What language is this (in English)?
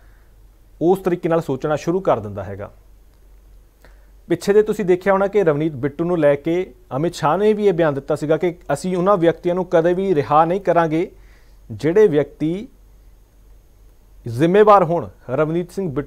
Punjabi